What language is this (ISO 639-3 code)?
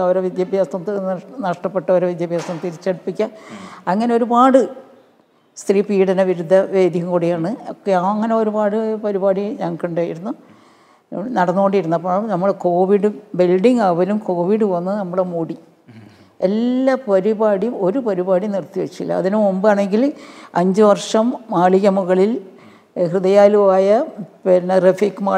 mal